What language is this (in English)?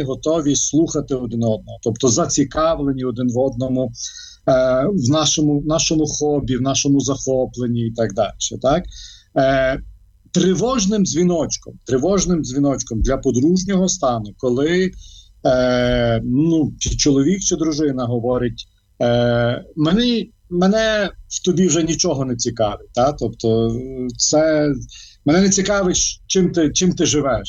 Ukrainian